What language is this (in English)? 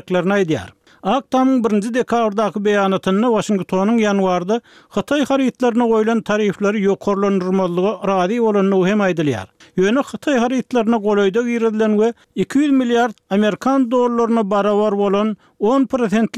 Turkmen